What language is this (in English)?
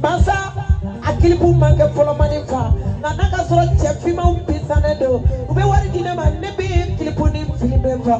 Bambara